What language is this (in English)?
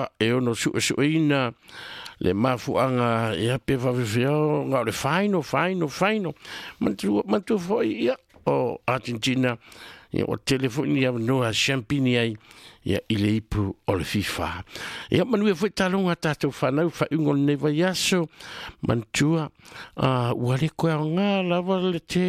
Samoan